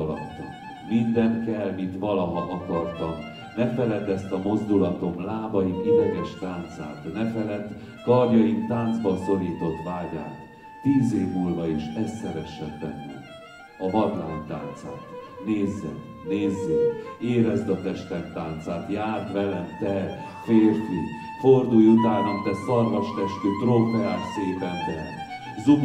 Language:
Hungarian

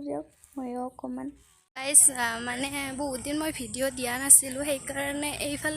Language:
Assamese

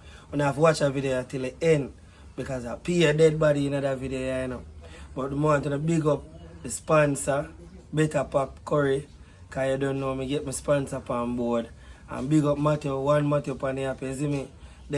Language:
Jamaican Creole English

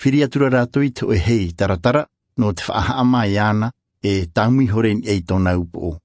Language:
Tahitian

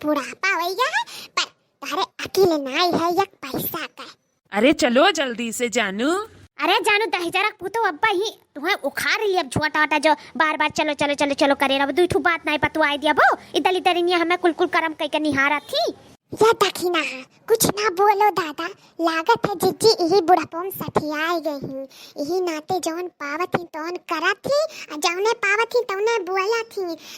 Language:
Awadhi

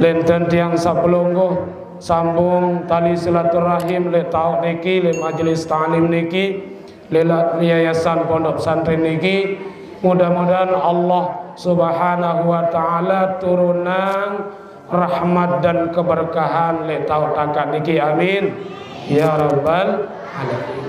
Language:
Sasak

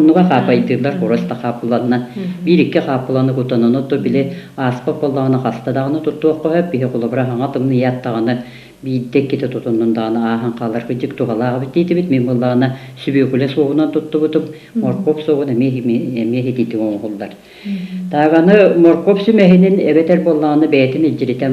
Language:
Yakut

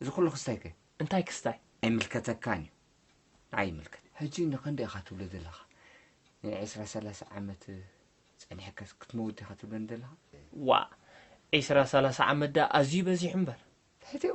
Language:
Tigrinya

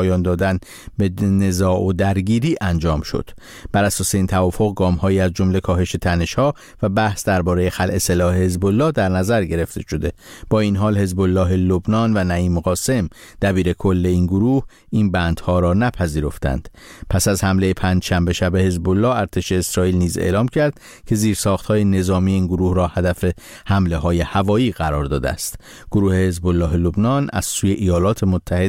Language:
Persian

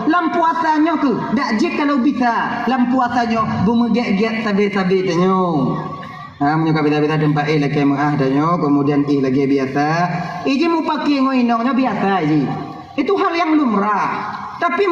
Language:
Achinese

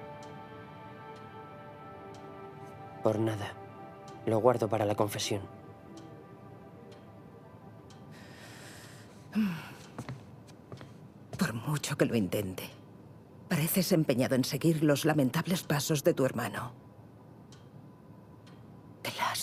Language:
Spanish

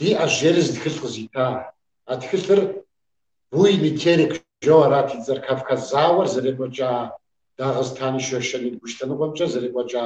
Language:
Kabardian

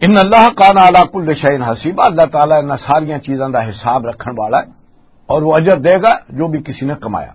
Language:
Western Panjabi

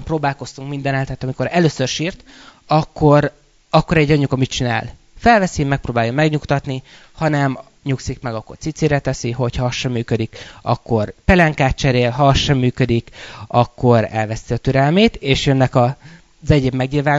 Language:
Hungarian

